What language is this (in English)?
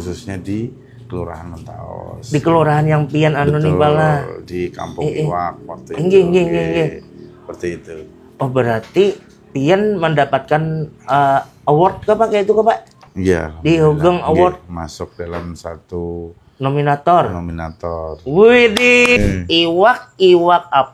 Banjar